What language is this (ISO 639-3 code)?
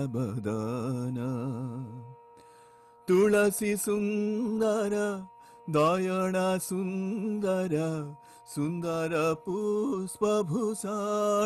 ori